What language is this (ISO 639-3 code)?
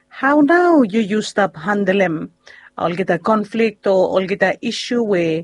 bis